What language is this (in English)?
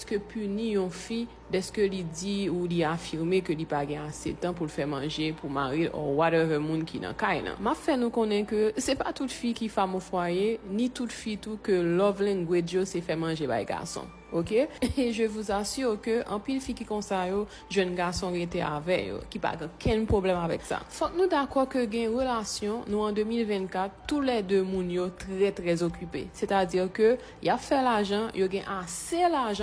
Haitian Creole